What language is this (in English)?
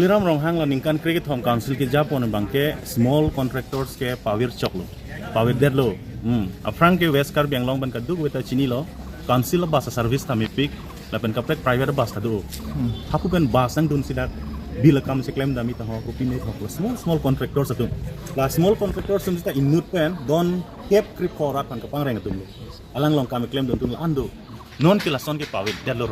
Karbi